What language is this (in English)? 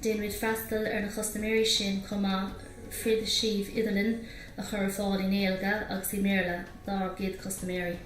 Irish